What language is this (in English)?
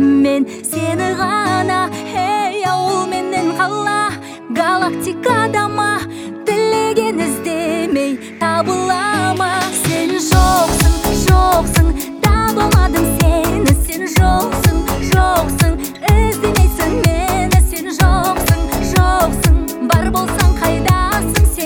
Kazakh